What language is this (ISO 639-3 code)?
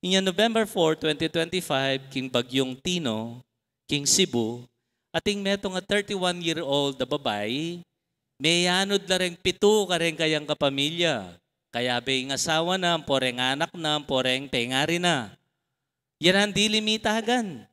pam